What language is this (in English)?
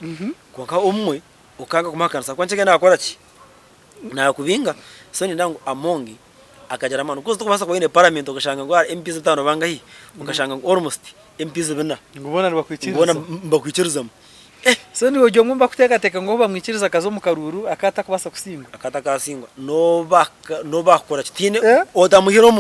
Nyankole